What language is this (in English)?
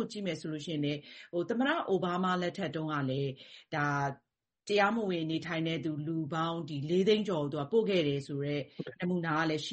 Burmese